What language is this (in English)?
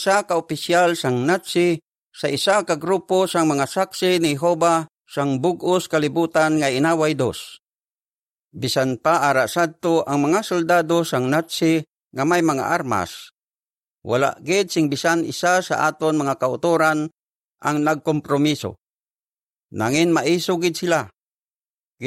Hiligaynon